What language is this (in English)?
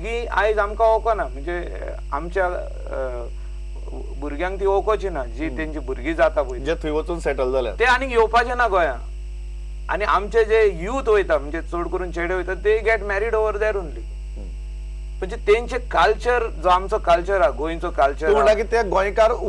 Konkani